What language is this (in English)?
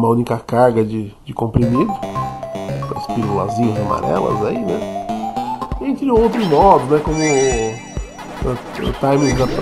Portuguese